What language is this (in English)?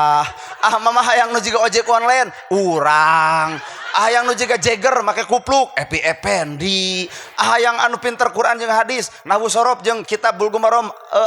Sundanese